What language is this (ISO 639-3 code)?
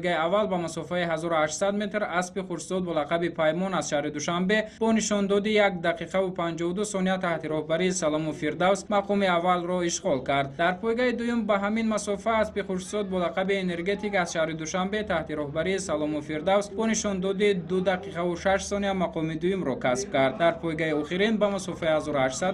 tgk